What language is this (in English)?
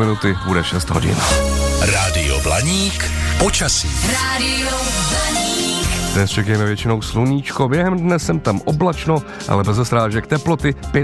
Czech